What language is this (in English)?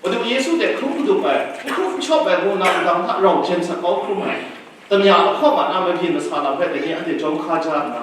Kachin